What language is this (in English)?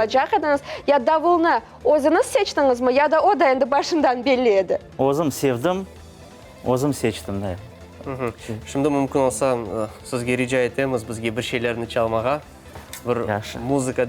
Crimean Tatar